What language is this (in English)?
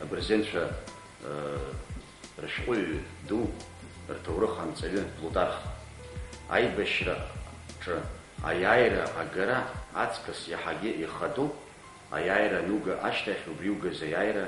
Abkhazian